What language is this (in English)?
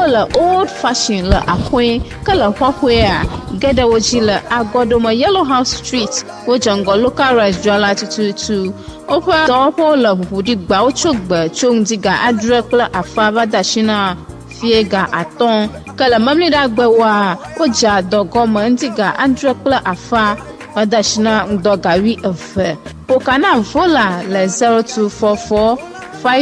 Ewe